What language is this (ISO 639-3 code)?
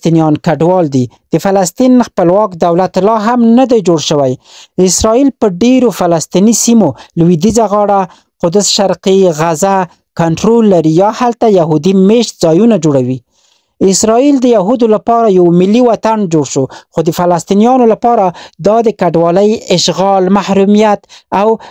pus